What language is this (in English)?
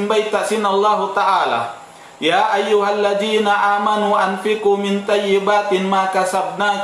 Tausug